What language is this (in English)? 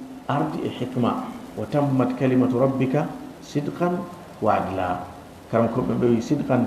Fula